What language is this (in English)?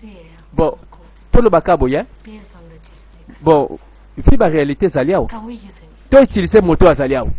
Lingala